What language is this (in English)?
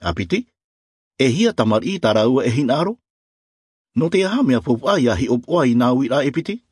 Albanian